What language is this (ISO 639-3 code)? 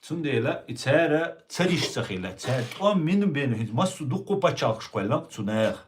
che